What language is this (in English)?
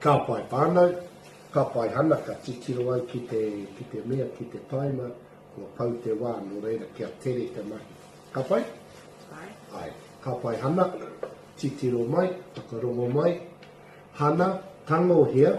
Māori